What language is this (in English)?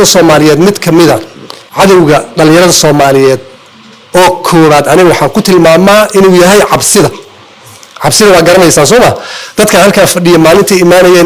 Somali